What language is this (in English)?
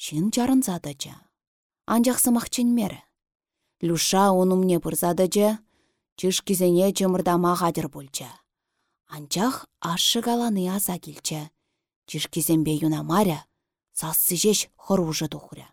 Chuvash